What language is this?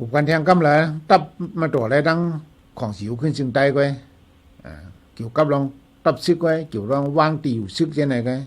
Shan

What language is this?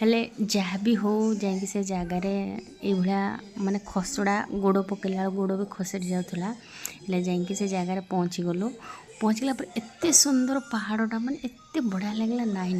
Odia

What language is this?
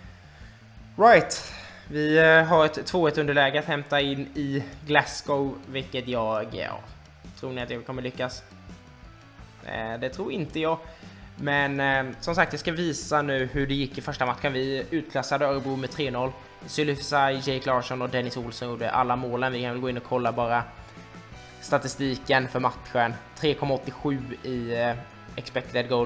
Swedish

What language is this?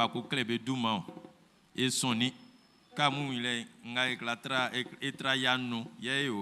Baoulé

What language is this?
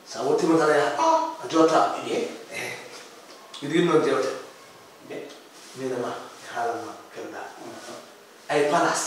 Fula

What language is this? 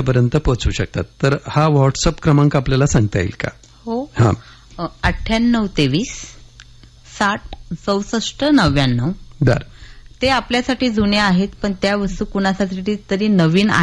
Marathi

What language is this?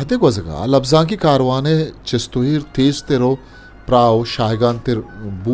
Eastern Balochi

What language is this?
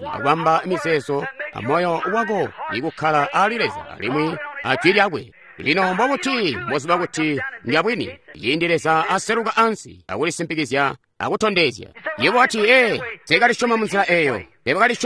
Tonga (Zambia)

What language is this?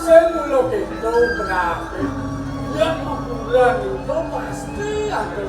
Balinese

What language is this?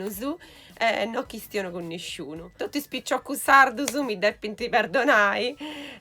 Sardinian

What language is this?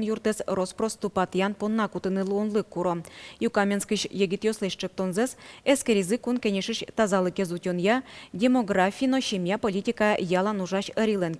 Udmurt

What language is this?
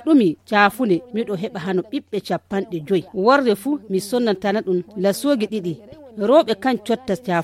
Nigerian Fulfulde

